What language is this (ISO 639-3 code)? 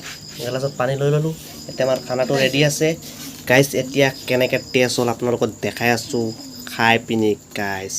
asm